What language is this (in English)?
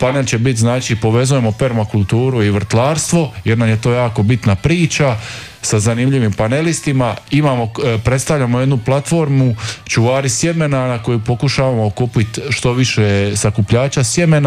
Croatian